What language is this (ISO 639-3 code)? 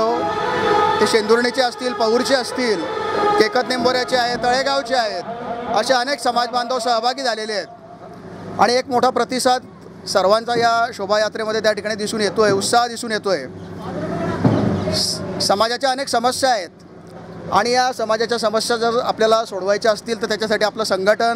mar